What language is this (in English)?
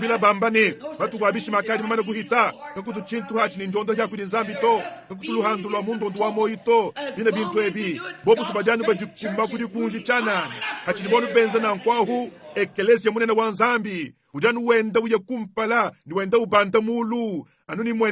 Luba-Lulua